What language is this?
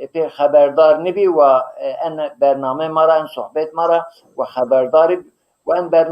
Zaza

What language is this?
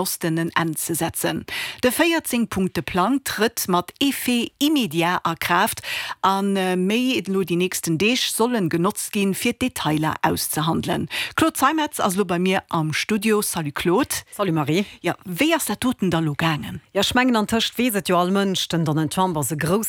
Luxembourgish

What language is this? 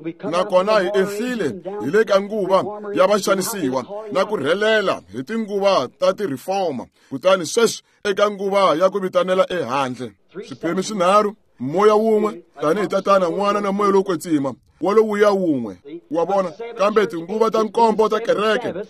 Tsonga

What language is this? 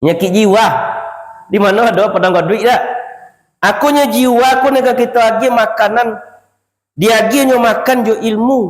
Minangkabau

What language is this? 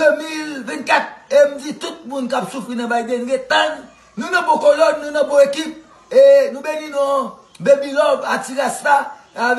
Haitian Creole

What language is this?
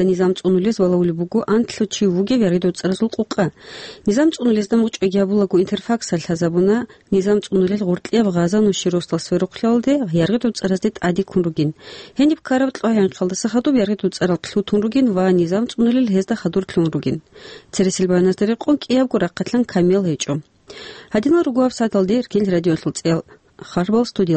Avaric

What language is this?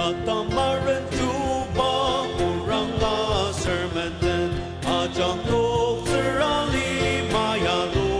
Ao Naga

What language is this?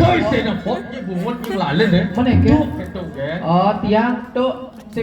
Balinese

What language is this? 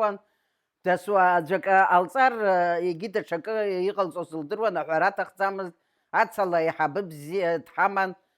Abkhazian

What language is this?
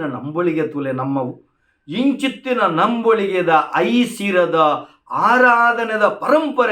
Tulu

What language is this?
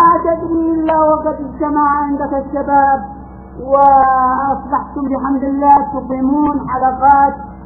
Arabic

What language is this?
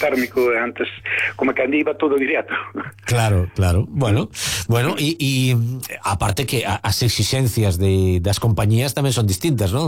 Galician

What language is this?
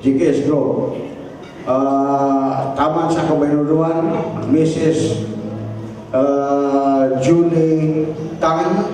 Cebuano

